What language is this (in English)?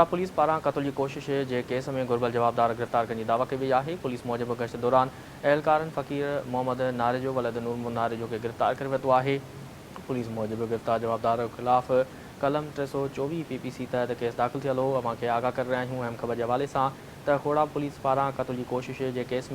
Sindhi